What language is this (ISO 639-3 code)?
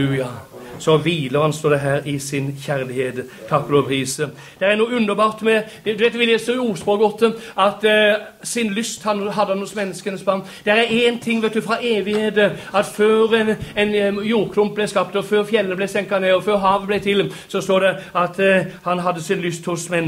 nor